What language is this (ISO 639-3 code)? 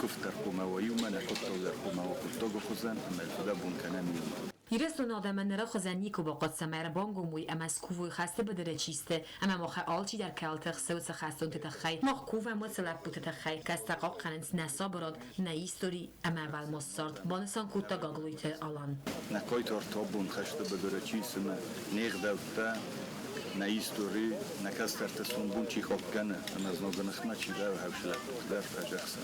oss